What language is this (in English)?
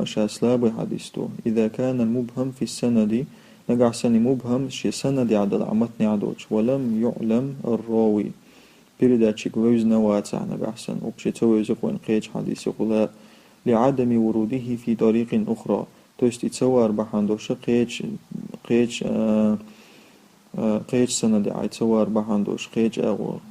Chechen